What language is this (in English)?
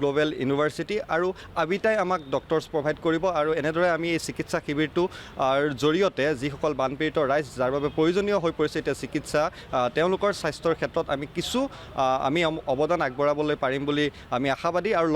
Assamese